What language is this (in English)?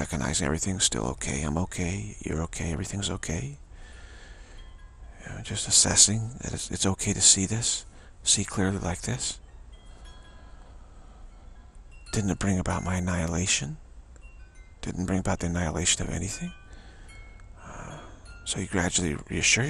English